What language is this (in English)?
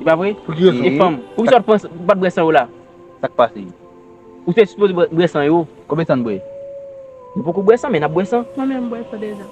Haitian Creole